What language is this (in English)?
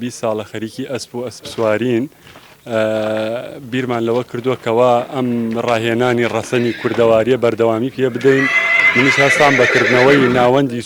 Central Kurdish